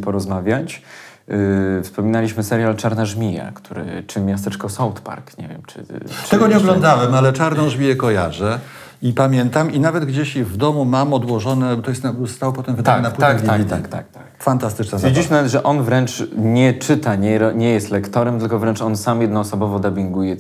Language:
Polish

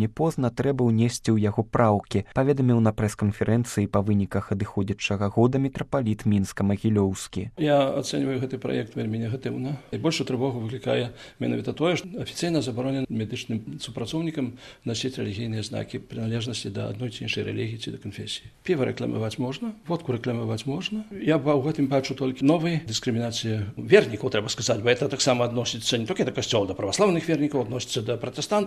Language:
Belarusian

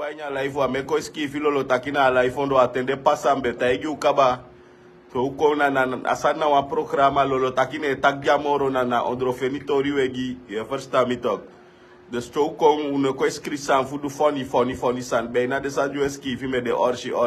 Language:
Sranan Tongo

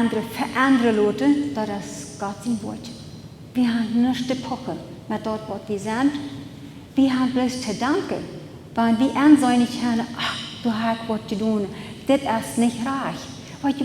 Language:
Plautdietsch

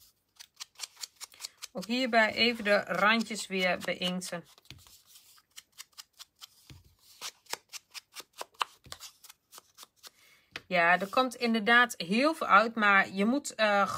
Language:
Dutch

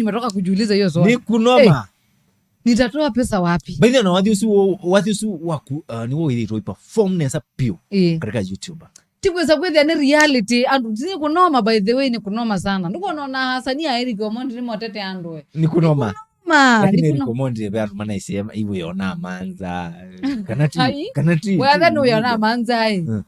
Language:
Kamba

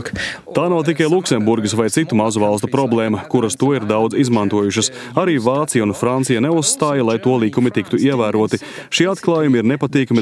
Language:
Latvian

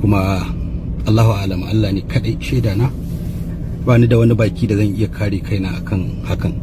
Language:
Hausa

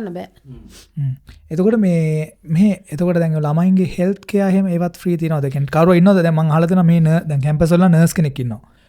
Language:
Sinhala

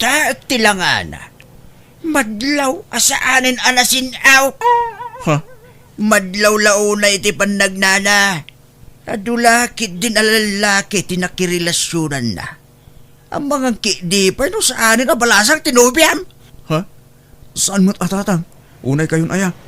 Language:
Iloko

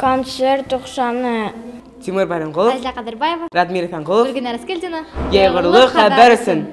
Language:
Bashkir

